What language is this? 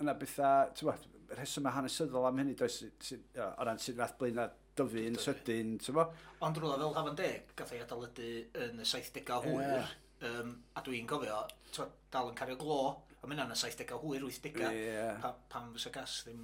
Welsh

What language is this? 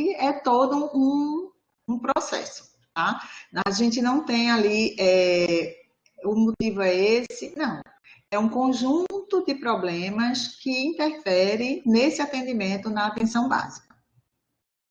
Portuguese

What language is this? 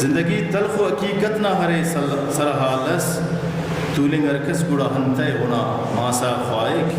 Brahui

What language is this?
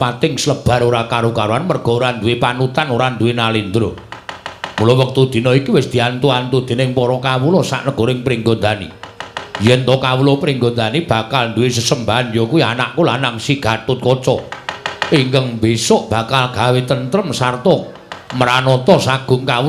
Javanese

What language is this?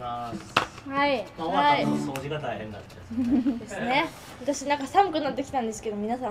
Japanese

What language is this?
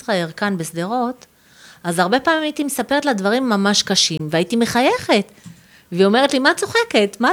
Hebrew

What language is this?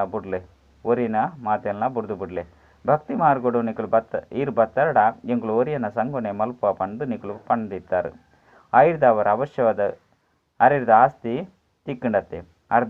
Tulu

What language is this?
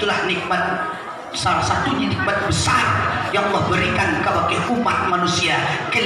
Minangkabau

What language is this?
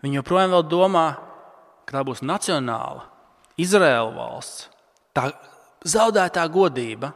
Latvian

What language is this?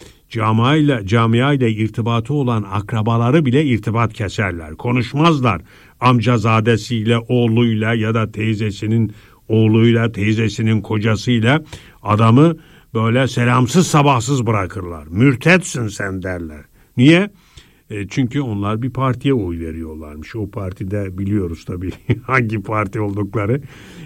Turkish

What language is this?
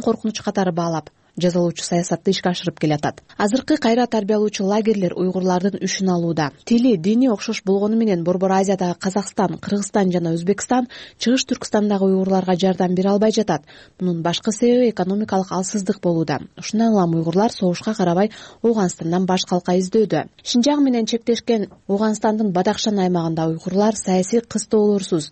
Kyrgyz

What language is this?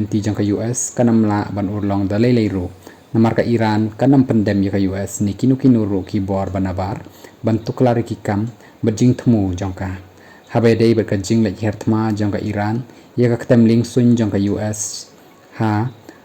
Khasi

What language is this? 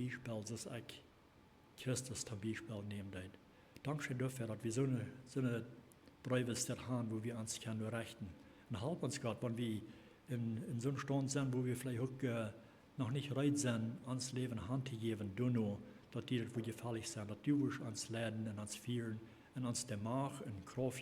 Plautdietsch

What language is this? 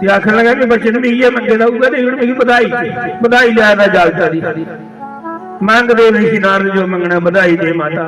Dogri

